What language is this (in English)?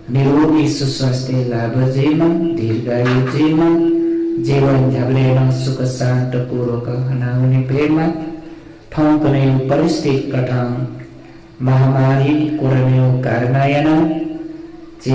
Newari